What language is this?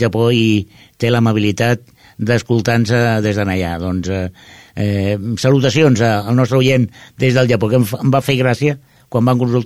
Catalan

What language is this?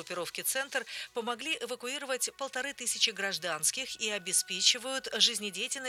Russian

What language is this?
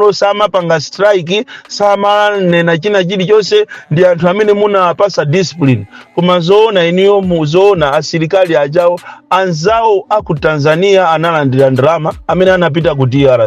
Nyanja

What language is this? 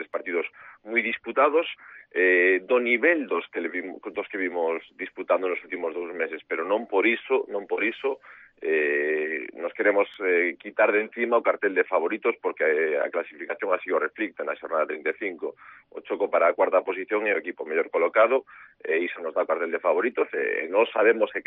Galician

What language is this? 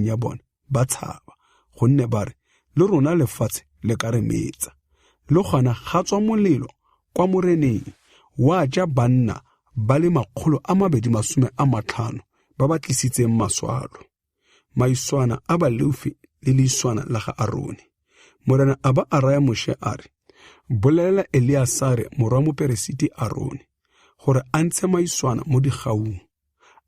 Tswana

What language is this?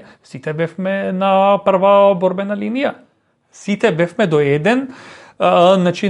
Macedonian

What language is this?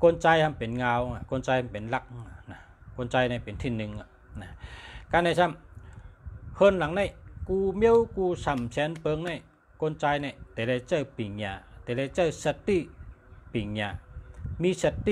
Shan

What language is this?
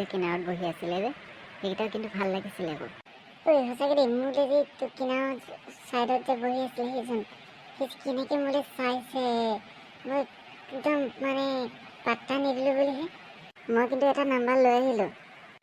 Assamese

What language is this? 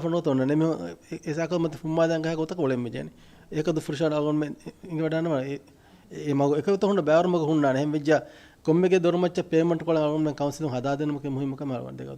Divehi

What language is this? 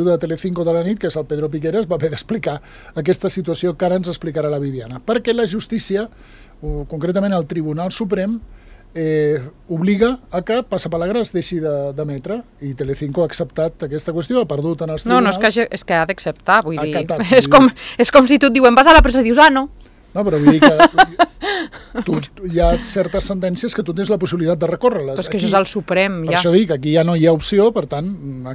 Catalan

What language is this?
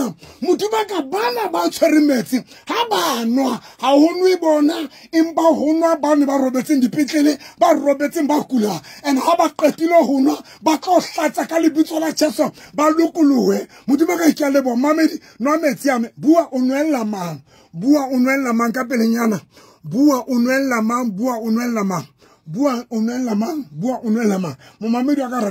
Southern Sotho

